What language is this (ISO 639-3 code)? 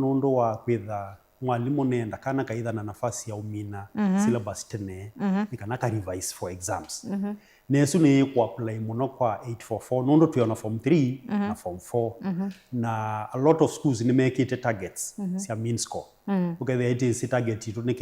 kam